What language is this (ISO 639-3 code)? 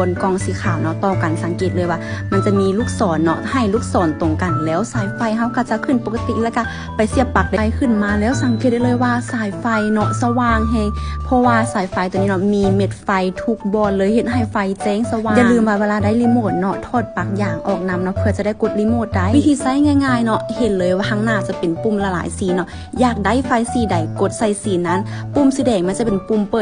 lao